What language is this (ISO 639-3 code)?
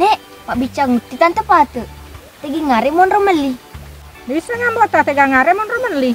bug